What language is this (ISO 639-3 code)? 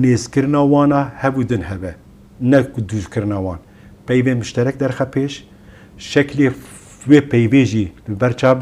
kur